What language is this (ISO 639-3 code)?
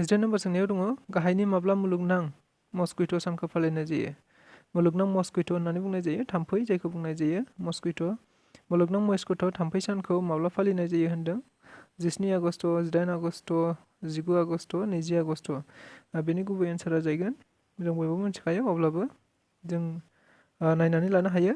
brx